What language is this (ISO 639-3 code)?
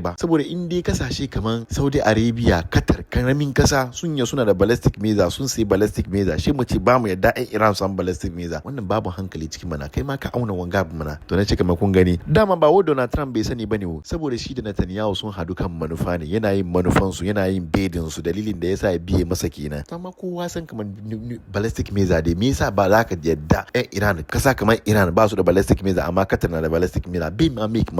hau